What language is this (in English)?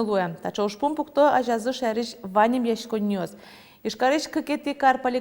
Udmurt